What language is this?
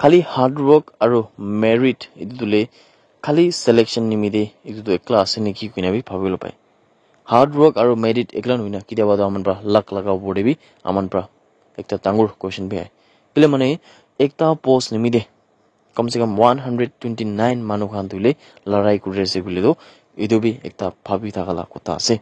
Naga Pidgin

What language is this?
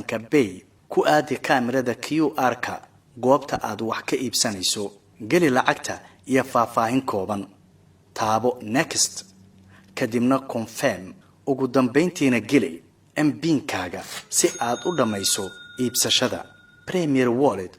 Somali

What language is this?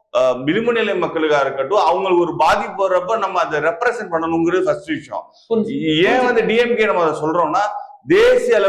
Tamil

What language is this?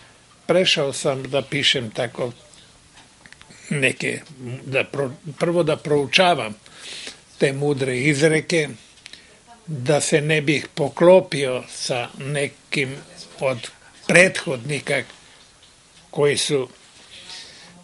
Serbian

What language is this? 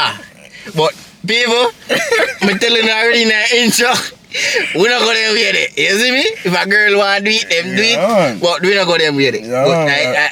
Jamaican Creole English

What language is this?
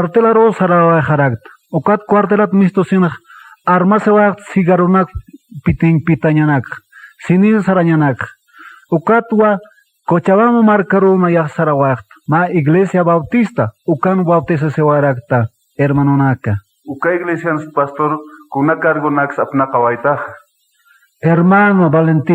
Aymara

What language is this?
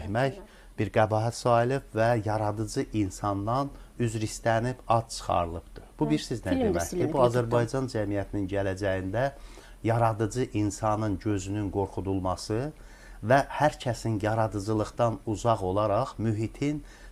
Azerbaijani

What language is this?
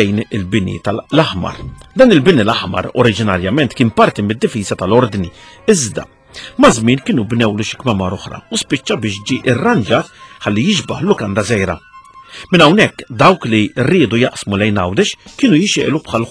Maltese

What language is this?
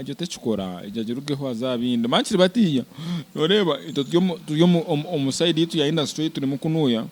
Nyankole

